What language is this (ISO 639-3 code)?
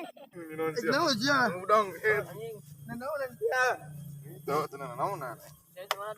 sun